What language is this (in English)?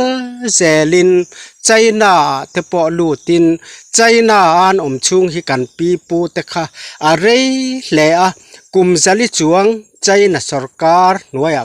Mizo